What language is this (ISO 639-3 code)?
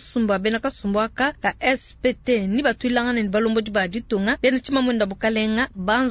lua